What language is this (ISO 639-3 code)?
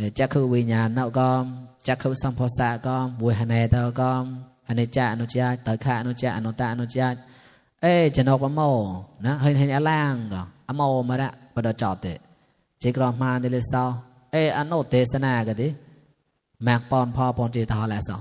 mnw